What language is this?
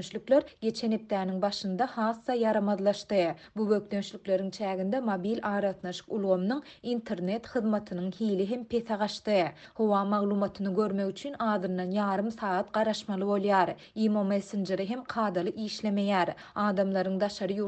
Turkmen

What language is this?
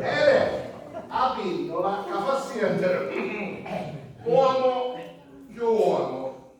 Sicilian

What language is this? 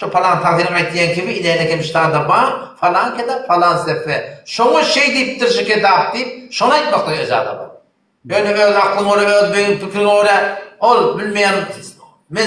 Turkmen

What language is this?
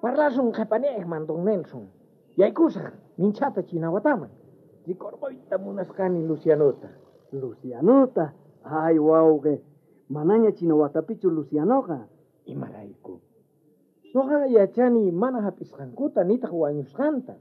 South Bolivian Quechua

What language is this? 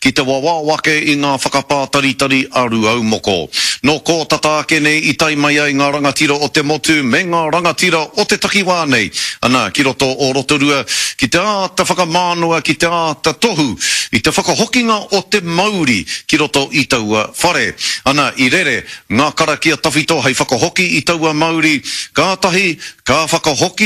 Māori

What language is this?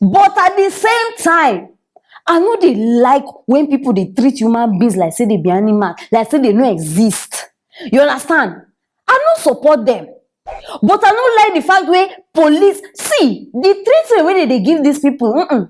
Nigerian Pidgin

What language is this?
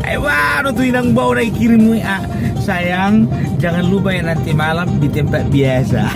Batak Toba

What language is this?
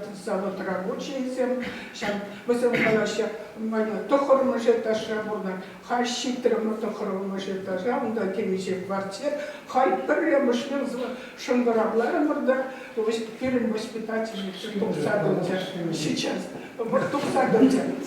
Chuvash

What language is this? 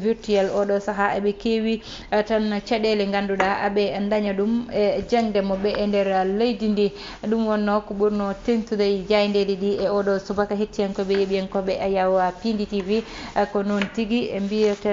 Fula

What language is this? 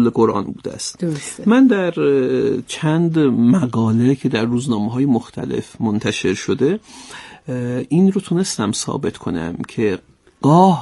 Persian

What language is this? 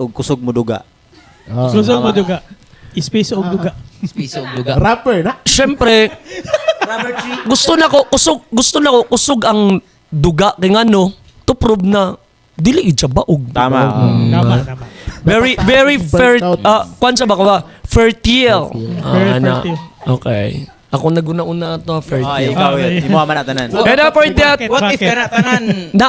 Cebuano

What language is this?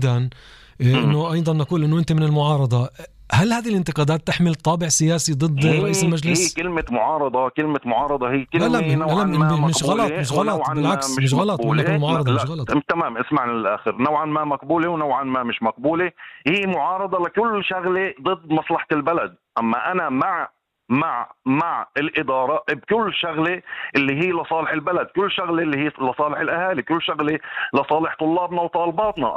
North Levantine Arabic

